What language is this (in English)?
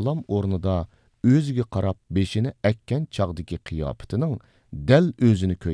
Uyghur